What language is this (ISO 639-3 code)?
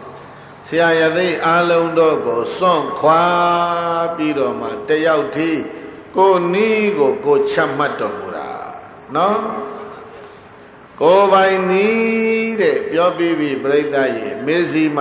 mya